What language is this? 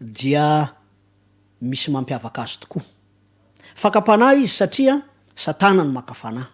Malagasy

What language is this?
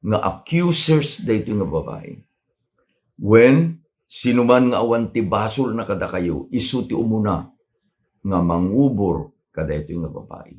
Iloko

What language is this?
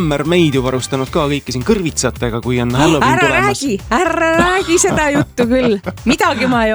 Estonian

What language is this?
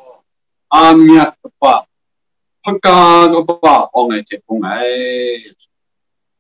Kachin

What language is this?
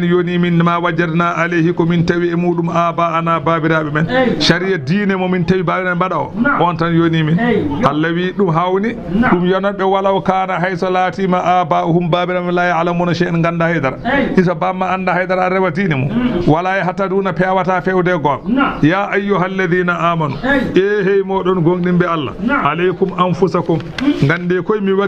Fula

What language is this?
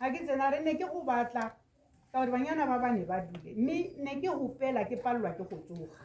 Tswana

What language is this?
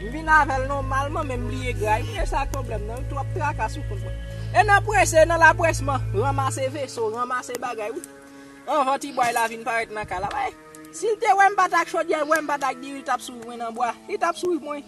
Haitian Creole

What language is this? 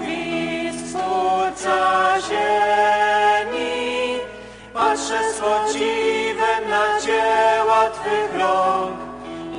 Polish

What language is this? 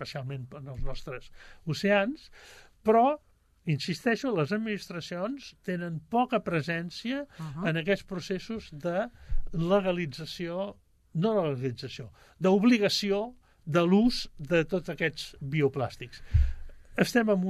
Catalan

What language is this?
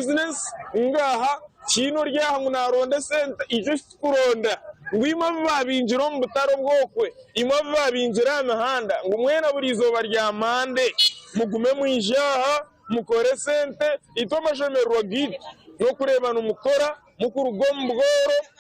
Nyankole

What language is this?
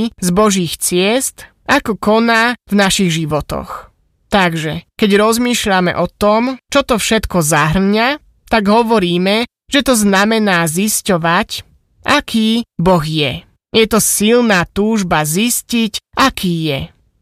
Slovak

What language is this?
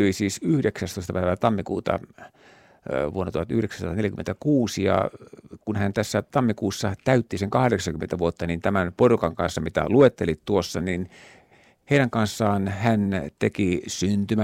Finnish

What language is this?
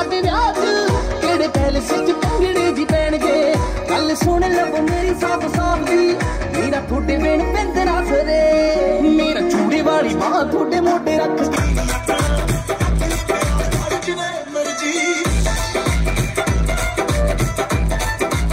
Punjabi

